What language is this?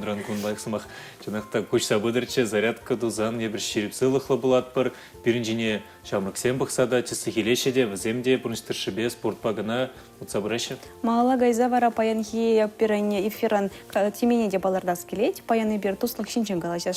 Chuvash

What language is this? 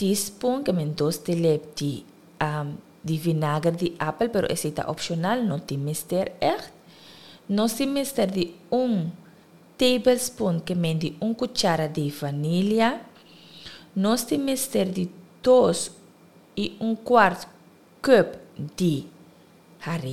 Papiamento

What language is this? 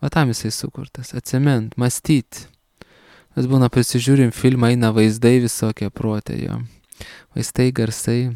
Lithuanian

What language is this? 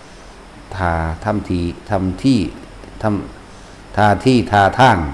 Northeastern Thai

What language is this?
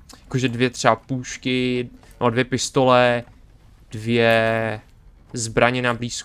Czech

